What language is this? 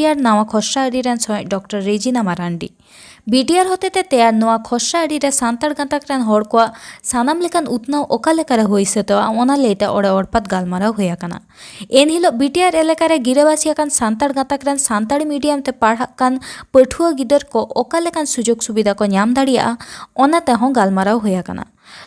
Santali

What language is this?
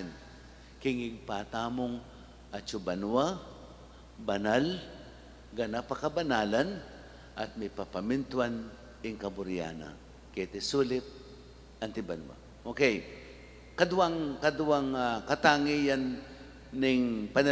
Pampanga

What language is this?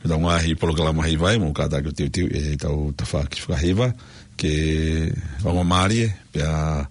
Tongan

